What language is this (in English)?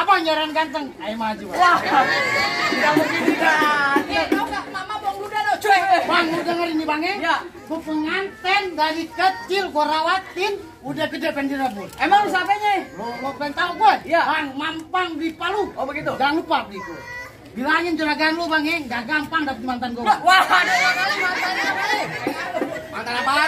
Betawi